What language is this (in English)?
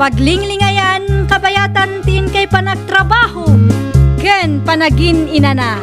Iloko